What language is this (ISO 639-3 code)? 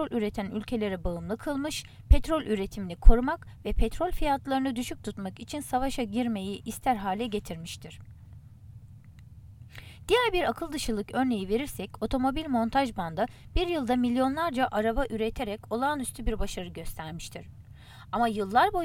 tur